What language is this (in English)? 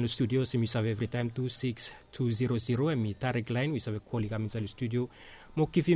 Bislama